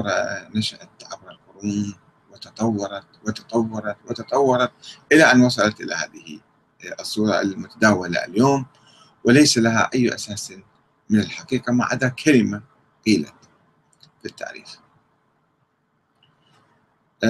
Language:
Arabic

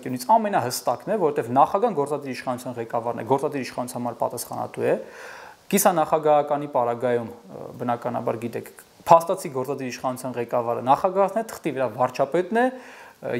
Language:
Armenian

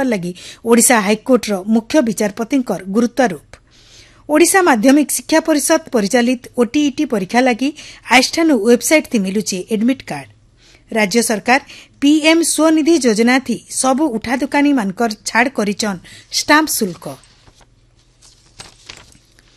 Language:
Odia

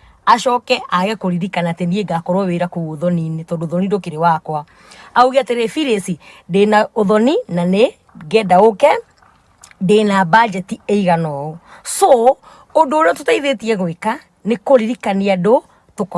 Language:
Kikuyu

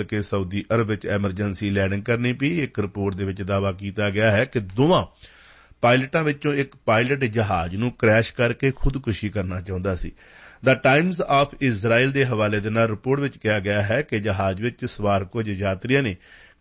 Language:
Punjabi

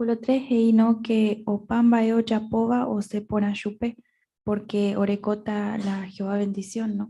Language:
Guarani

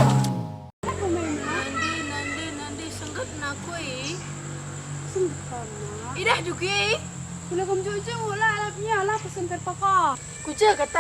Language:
Batak Karo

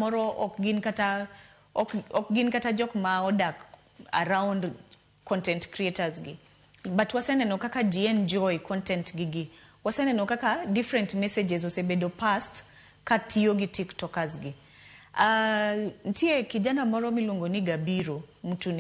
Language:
Luo (Kenya and Tanzania)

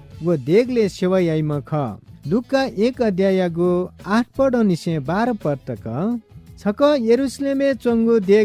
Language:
Newari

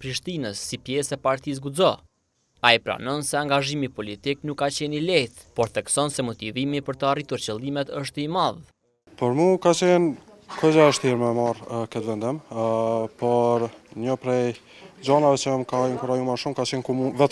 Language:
Albanian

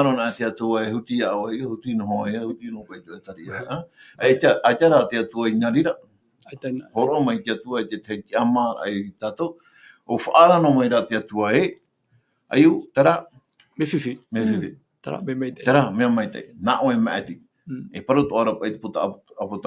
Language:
Tahitian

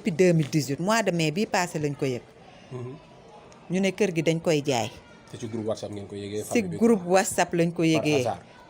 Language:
Wolof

